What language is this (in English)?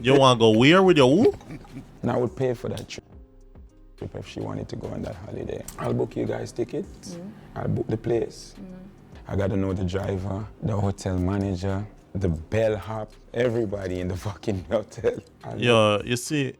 Jamaican Creole English